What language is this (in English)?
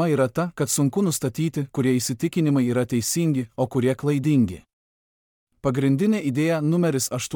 Lithuanian